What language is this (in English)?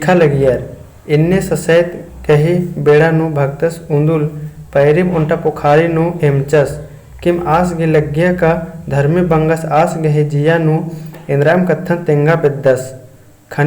Kurukh